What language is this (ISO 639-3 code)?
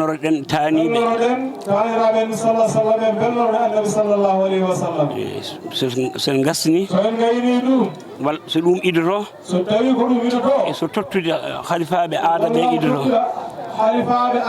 ful